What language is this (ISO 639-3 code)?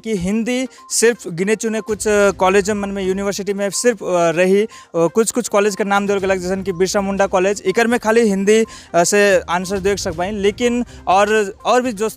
sck